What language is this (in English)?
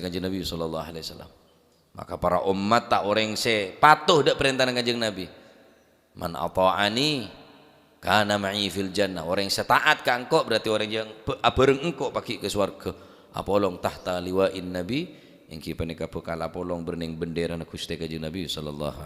Madurese